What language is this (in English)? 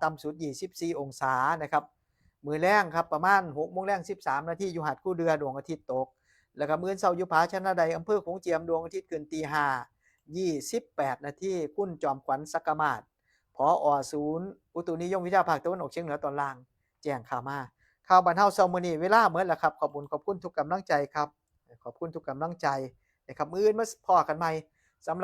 Northeastern Thai